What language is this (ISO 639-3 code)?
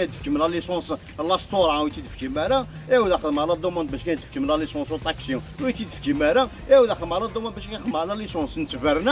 kab